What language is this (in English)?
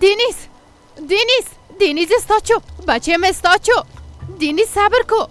Persian